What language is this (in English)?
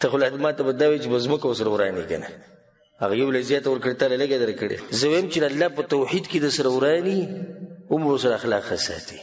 Pashto